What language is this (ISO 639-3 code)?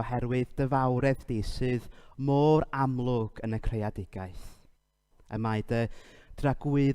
cym